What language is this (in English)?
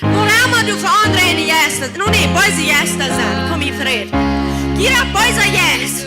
Plautdietsch